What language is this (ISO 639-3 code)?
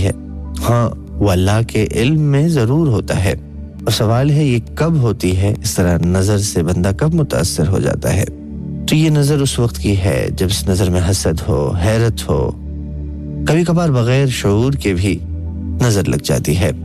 urd